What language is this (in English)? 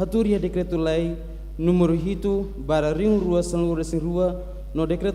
Tetum